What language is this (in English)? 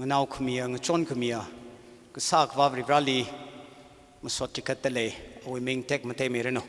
Tangkhul Naga (India)